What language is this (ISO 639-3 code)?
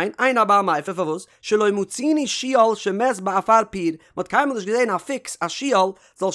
yid